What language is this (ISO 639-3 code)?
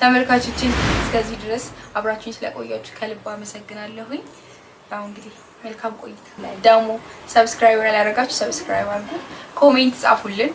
amh